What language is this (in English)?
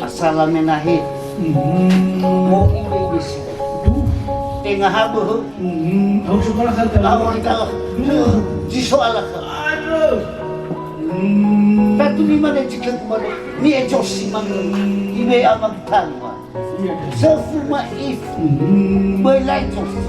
Nias